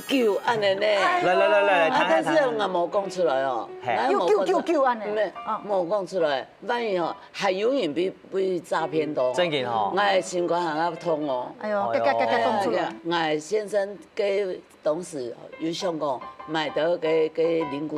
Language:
Hakka Chinese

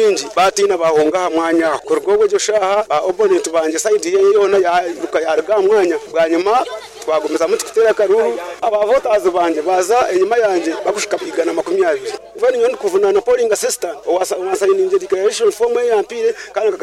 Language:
Nyankole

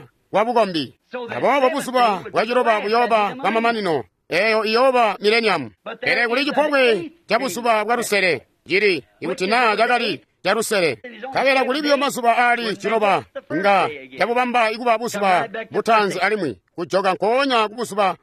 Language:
Tonga (Zambia)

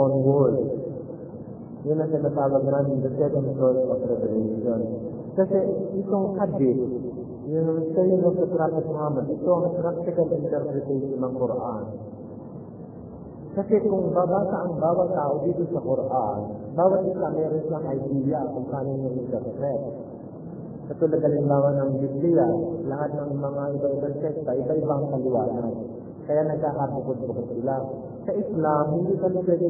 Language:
Filipino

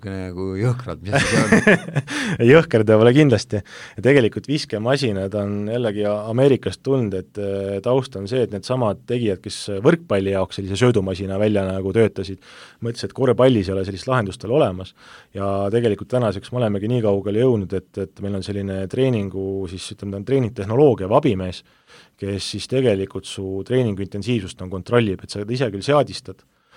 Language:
Estonian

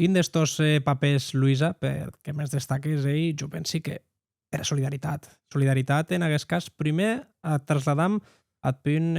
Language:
Occitan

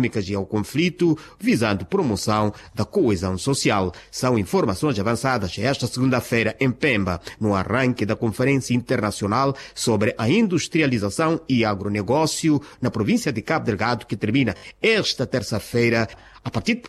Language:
Portuguese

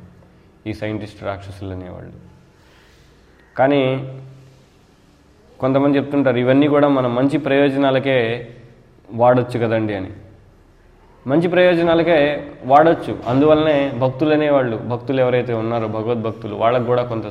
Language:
Telugu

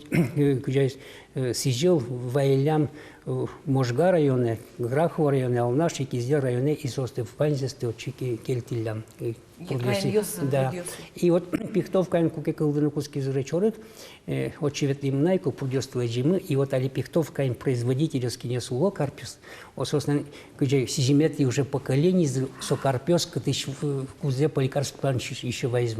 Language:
Udmurt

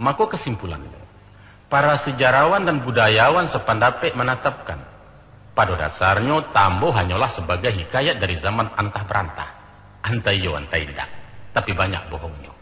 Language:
Minangkabau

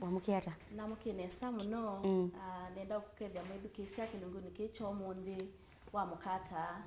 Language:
Kamba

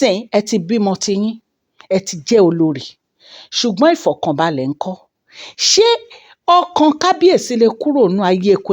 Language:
Yoruba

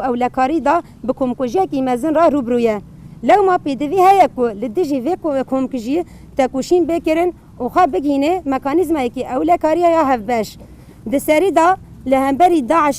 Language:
Kurdish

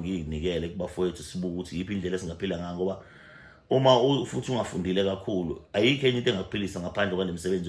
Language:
Zulu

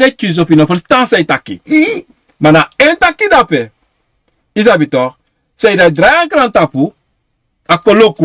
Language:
Sranan Tongo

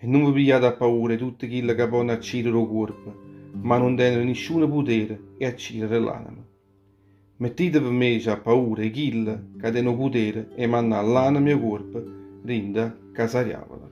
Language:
Neapolitan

